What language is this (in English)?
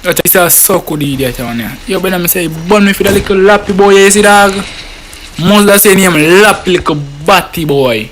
Jamaican Creole English